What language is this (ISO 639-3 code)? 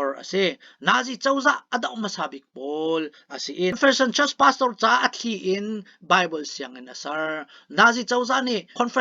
cnh